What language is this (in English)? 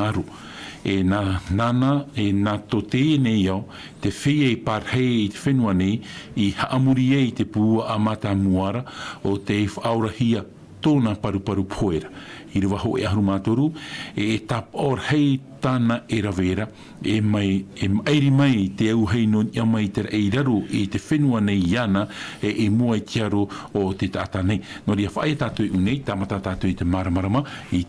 Tahitian